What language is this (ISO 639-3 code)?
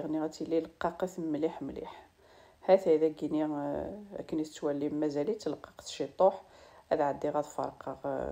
kab